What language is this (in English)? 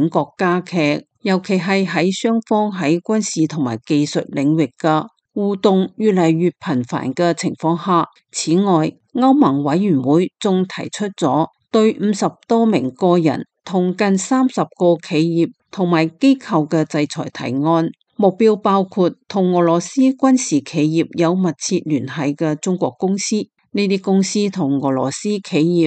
Cantonese